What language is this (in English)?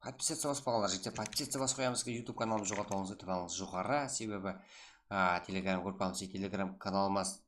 Kara-Kalpak